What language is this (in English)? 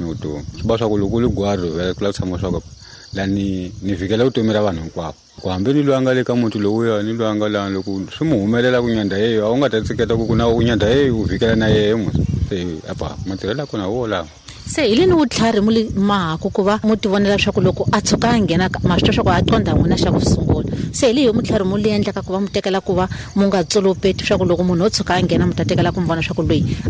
Tsonga